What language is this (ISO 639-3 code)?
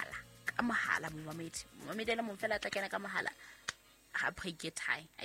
sot